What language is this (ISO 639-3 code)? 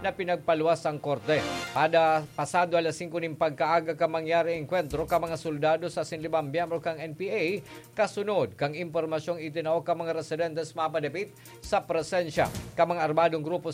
bik